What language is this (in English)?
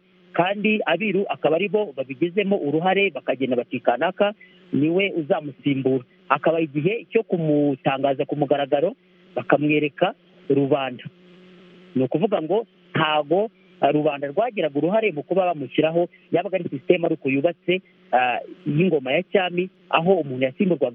Kinyarwanda